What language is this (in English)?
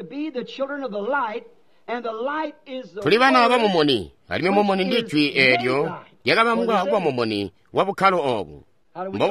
Tonga (Zambia)